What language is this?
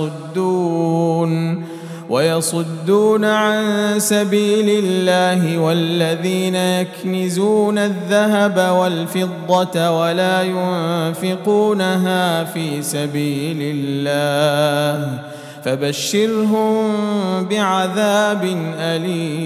Arabic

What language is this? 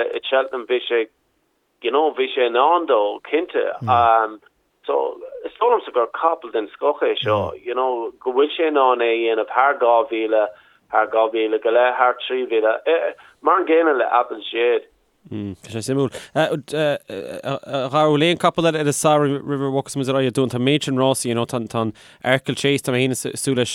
Irish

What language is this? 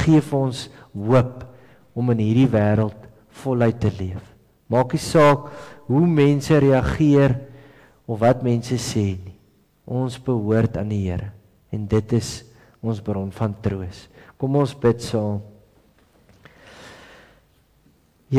Afrikaans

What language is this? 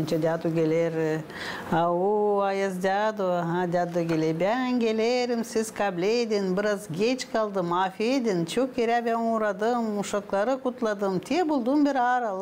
Gagauz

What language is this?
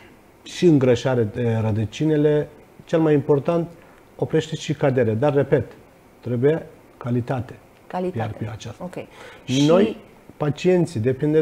Romanian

